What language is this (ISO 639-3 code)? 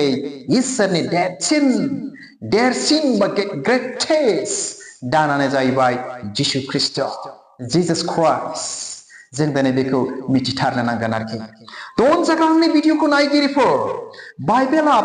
brx